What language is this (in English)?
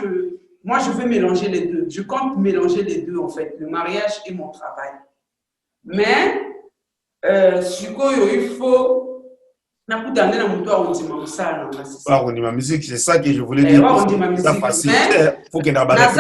Lingala